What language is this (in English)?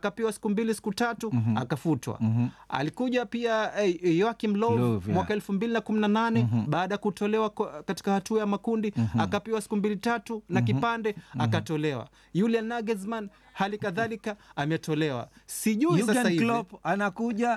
Swahili